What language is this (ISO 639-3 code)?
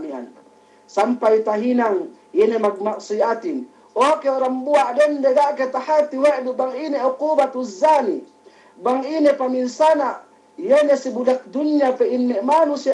yka